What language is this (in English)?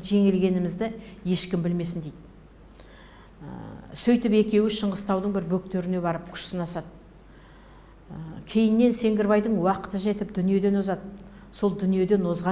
Kazakh